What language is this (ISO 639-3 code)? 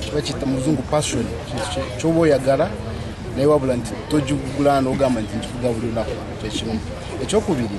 lug